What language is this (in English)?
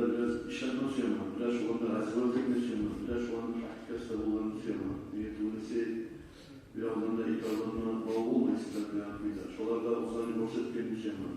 Kumyk